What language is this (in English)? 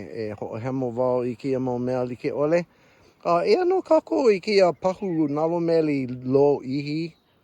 Hawaiian